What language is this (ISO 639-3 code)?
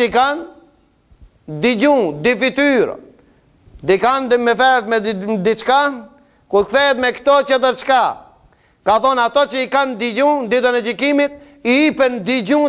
sqi